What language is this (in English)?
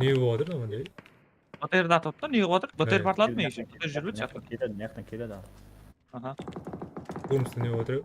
Kara-Kalpak